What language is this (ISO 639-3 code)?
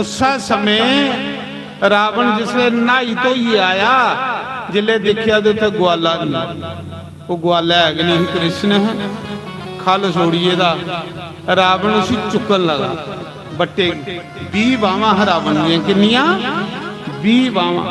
doi